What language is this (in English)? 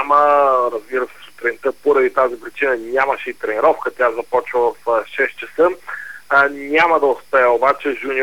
Bulgarian